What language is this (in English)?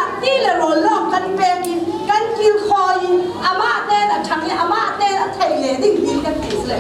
Falam Chin